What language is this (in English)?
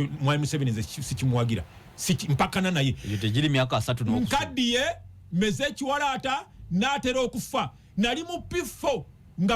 Ganda